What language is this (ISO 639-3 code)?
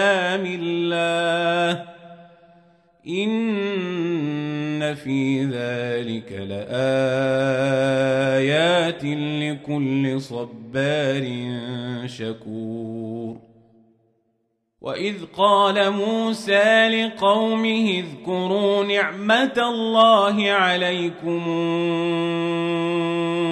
ara